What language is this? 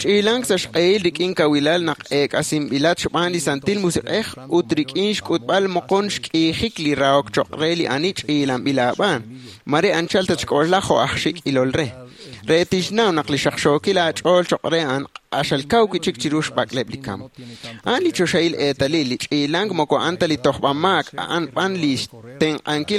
Kekchí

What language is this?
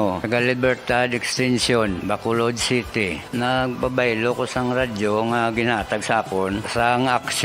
Hiligaynon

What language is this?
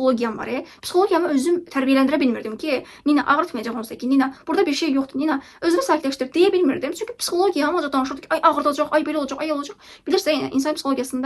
Azerbaijani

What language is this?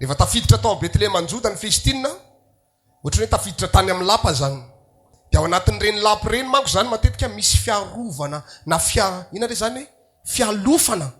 Malagasy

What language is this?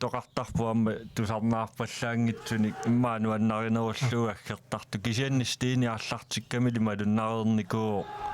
Kalaallisut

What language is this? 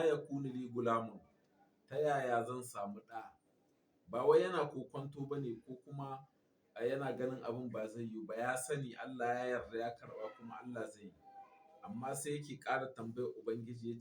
Hausa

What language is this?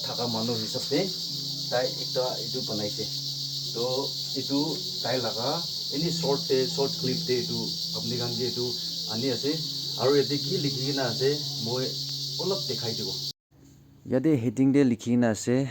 Naga Pidgin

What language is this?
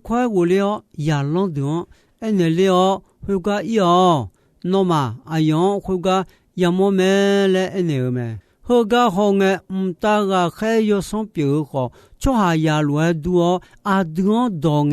Akha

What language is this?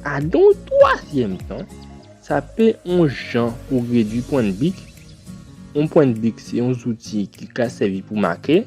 Guadeloupean Creole French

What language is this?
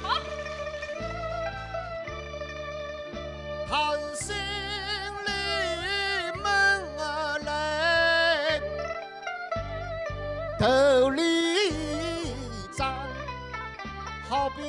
Wu Chinese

